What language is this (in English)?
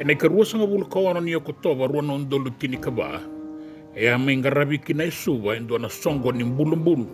Fijian